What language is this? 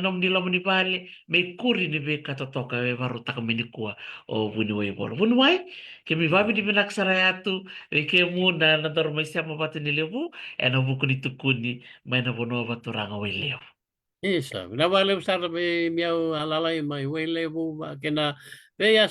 Fijian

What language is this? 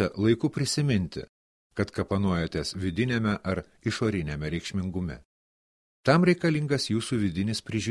Lithuanian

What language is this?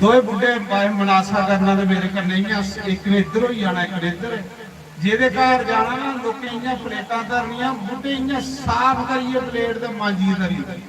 Dogri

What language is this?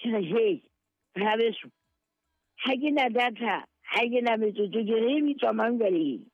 Southern Sotho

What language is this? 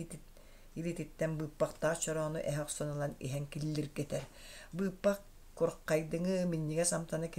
Yakut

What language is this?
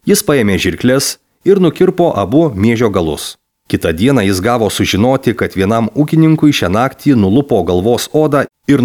Lithuanian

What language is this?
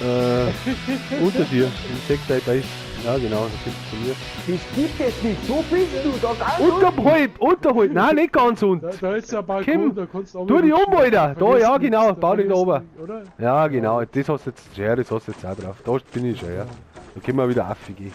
Bavarian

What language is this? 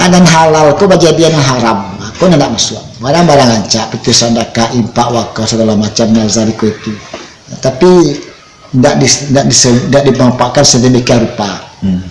Minangkabau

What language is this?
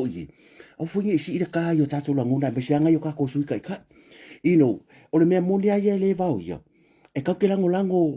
Samoan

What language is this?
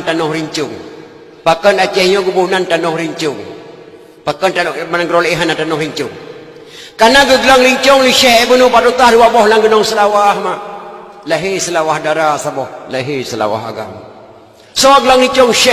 Achinese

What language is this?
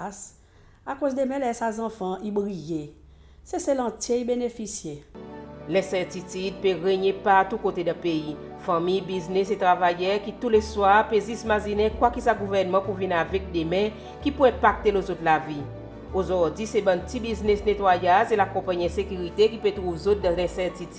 Seselwa Creole French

